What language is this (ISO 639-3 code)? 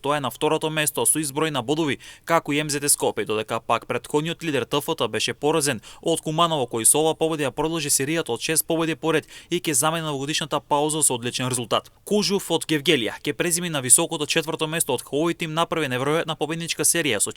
mkd